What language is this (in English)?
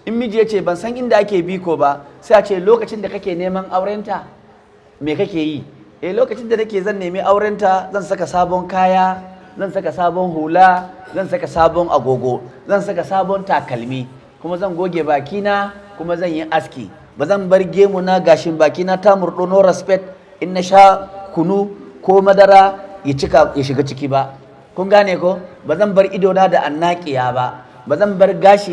Hausa